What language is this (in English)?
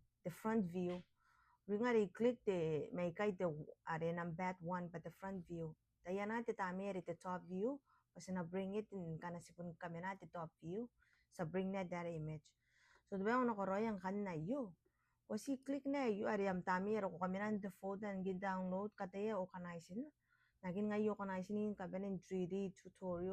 Gilbertese